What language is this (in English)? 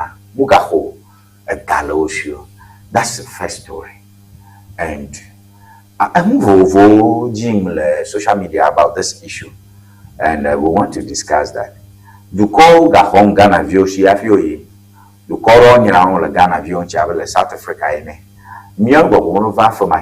Ewe